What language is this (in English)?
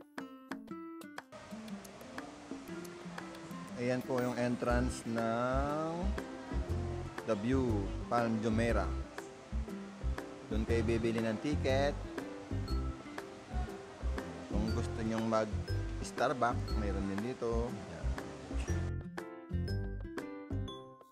Filipino